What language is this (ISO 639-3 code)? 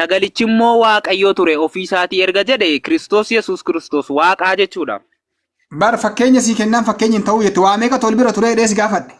orm